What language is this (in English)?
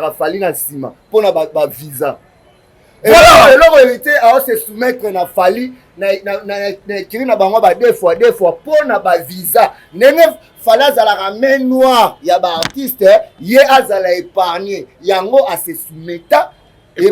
Lingala